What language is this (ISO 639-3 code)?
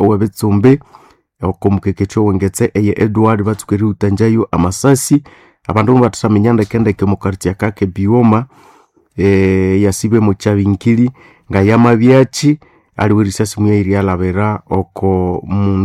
nnb